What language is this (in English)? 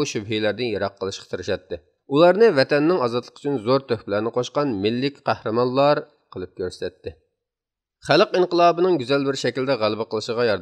Uyghur